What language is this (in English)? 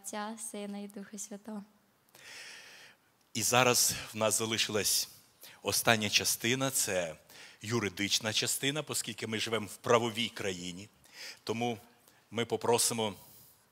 Ukrainian